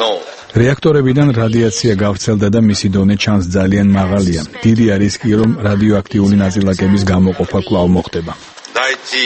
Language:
Georgian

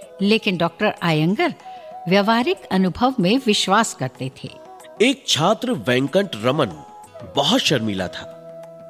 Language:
Hindi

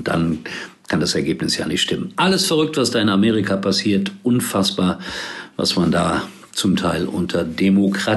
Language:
German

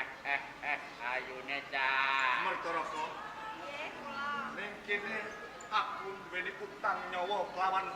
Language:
Javanese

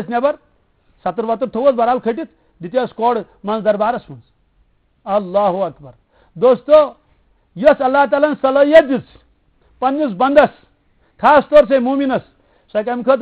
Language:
Kashmiri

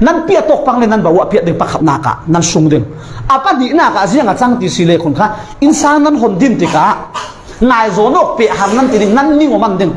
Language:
Falam Chin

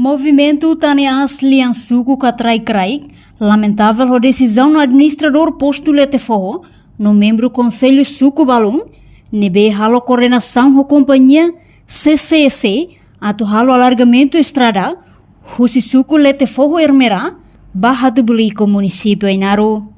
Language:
Tetum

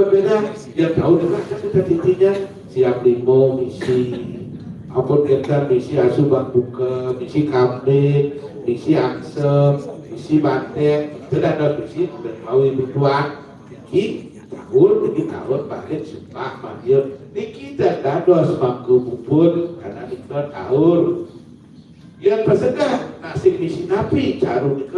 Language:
Balinese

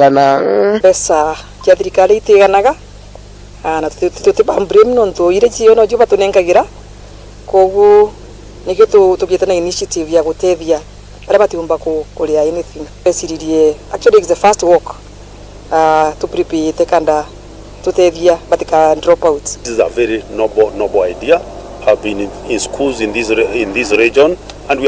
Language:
Meru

